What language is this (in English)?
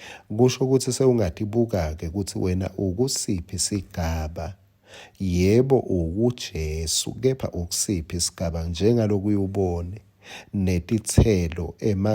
Swati